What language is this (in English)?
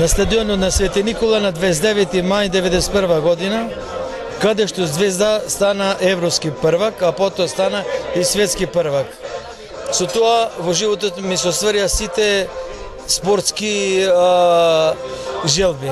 Macedonian